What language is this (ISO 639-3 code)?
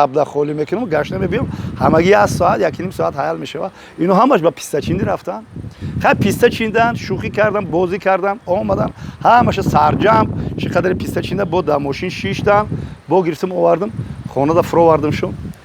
tgk